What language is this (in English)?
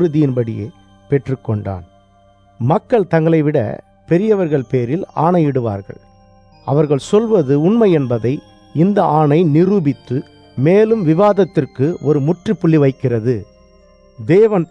Tamil